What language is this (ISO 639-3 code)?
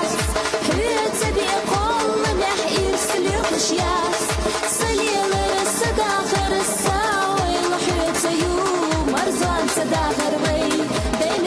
che